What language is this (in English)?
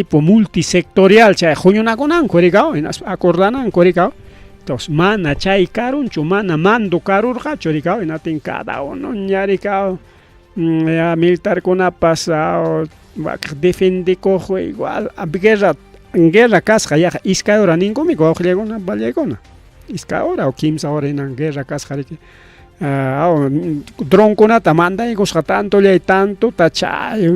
Ayacucho Quechua